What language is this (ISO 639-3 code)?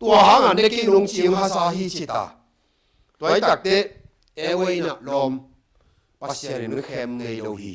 ctd